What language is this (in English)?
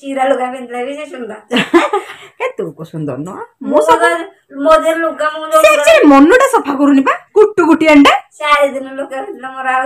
Odia